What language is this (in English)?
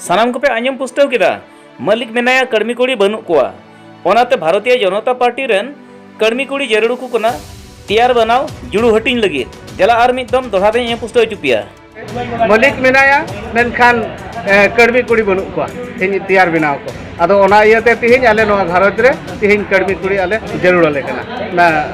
Santali